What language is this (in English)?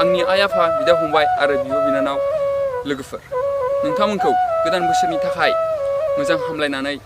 Bodo